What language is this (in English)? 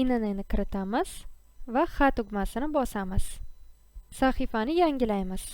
Uzbek